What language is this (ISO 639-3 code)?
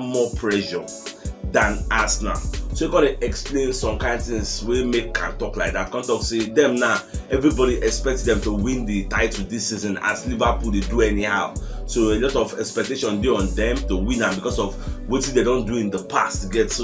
pcm